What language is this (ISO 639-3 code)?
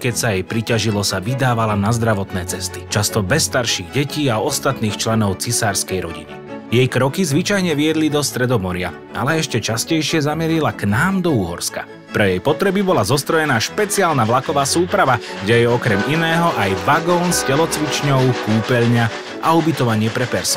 slk